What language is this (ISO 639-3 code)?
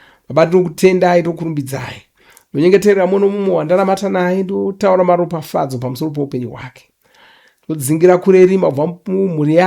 sna